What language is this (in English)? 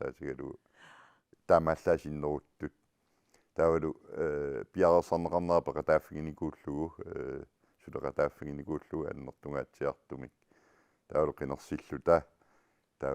Kalaallisut